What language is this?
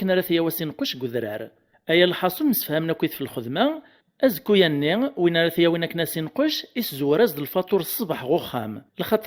Kabyle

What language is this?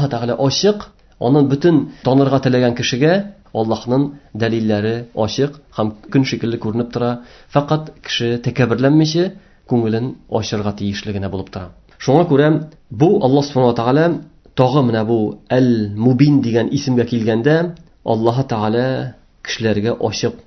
Tatar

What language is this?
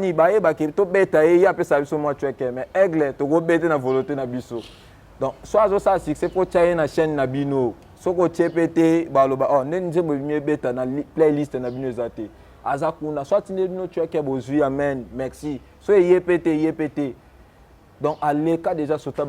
Lingala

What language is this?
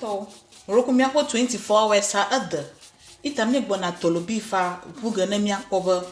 Ewe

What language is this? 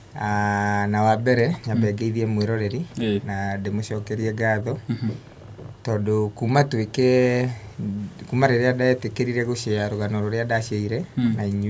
Kikuyu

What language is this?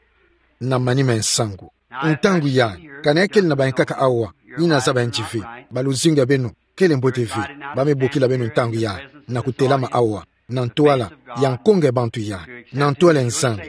Kituba (Democratic Republic of Congo)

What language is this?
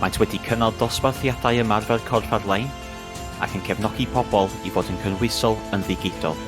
Welsh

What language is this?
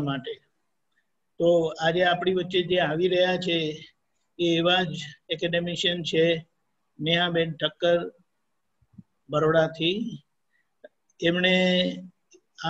Gujarati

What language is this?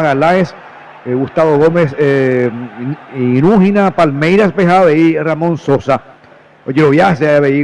Guarani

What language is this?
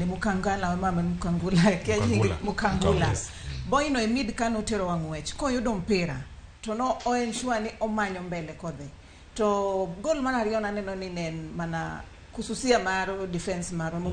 Luo (Kenya and Tanzania)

